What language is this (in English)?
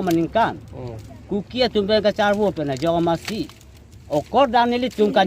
Karbi